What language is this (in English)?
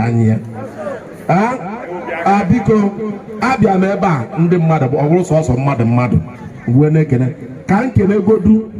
Igbo